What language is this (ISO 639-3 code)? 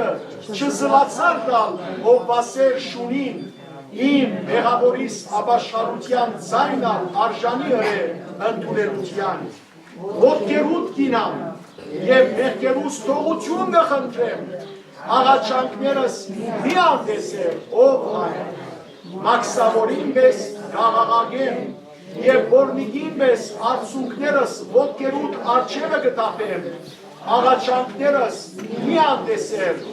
hyw